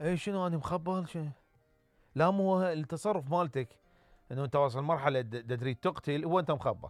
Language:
Mesopotamian Arabic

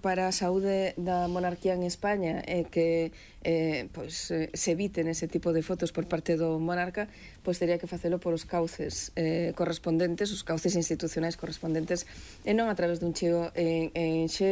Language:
Galician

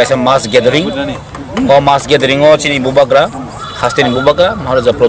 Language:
Kok Borok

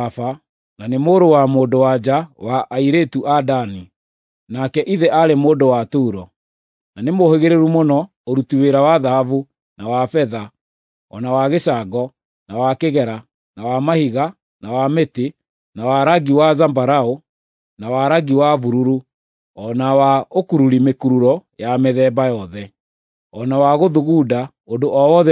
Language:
Kikuyu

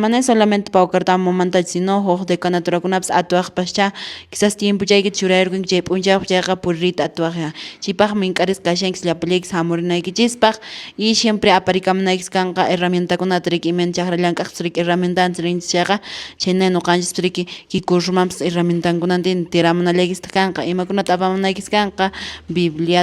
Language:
Quechua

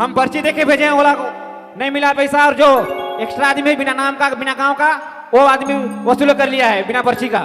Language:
Sadri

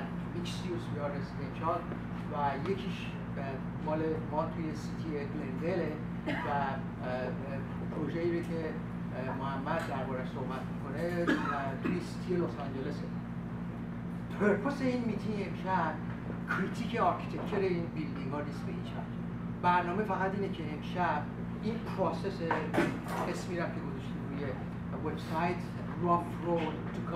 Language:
Persian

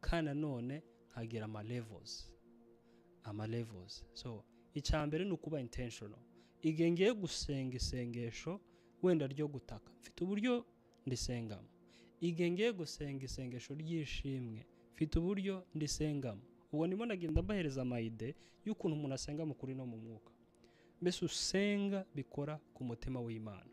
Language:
Kinyarwanda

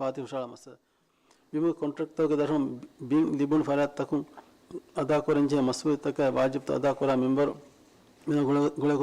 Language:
Divehi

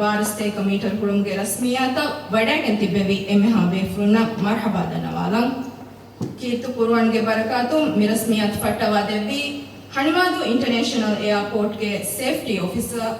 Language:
Divehi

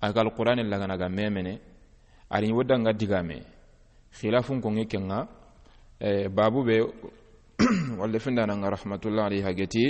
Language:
Soninke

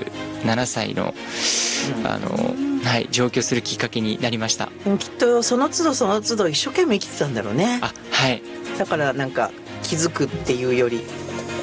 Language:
Japanese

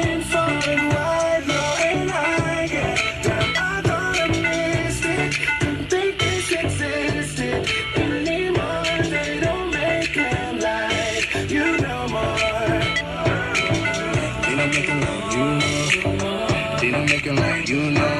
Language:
English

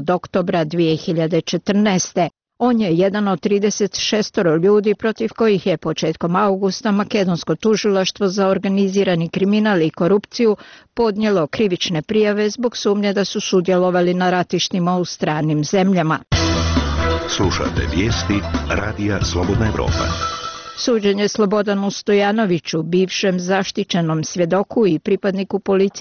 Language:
Bosnian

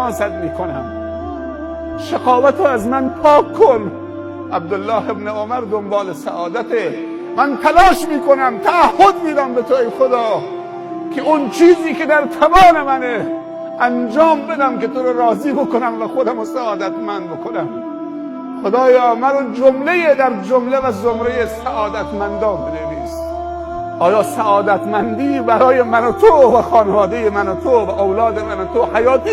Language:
Persian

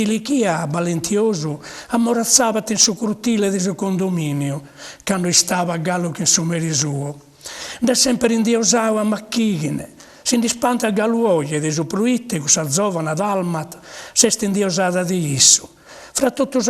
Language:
Sardinian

